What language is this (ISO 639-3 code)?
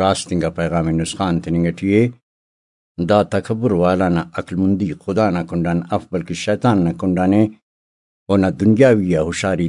brh